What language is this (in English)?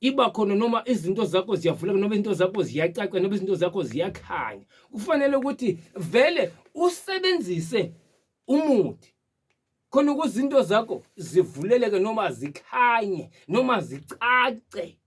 Zulu